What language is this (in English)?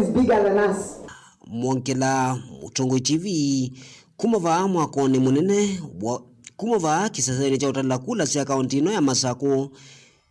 Kamba